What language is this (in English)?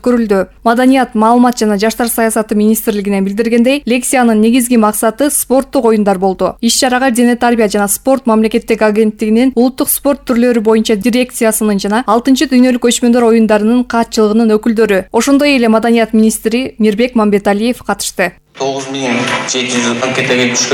Kyrgyz